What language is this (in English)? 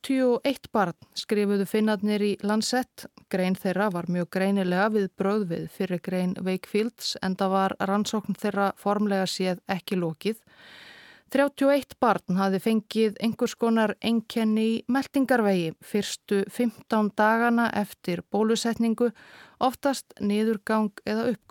Icelandic